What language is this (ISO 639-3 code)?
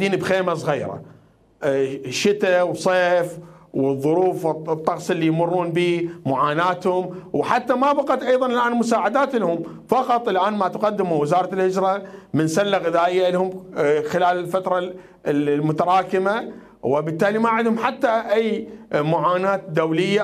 acm